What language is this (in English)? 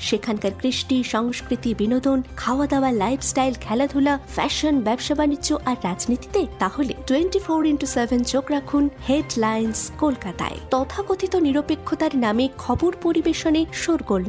Bangla